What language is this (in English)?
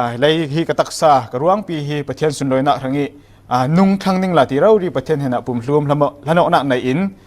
Falam Chin